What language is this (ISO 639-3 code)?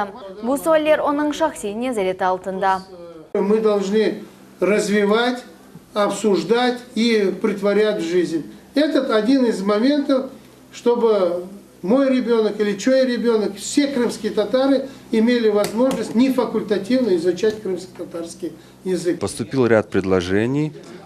crh